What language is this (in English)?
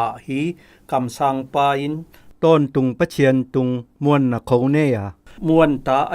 Zou